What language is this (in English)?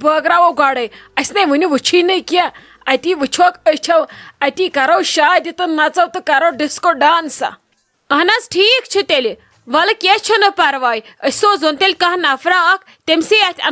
Kashmiri